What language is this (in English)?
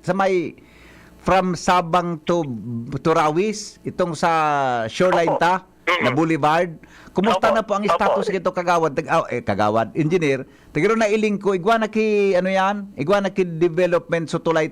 Bikol